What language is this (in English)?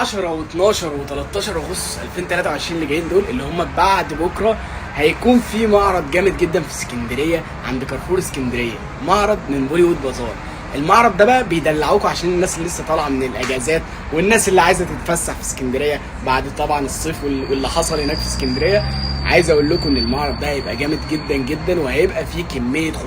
Egyptian Arabic